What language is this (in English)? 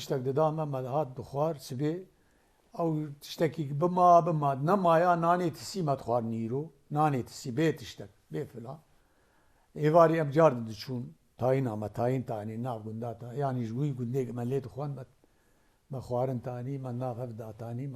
Kurdish